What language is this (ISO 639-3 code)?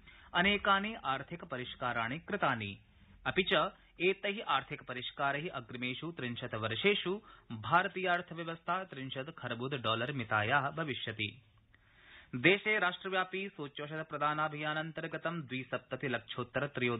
san